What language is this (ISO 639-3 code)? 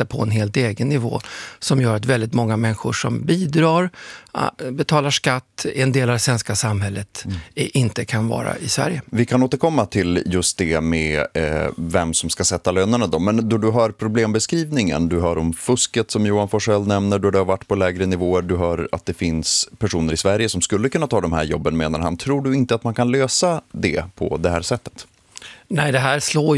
swe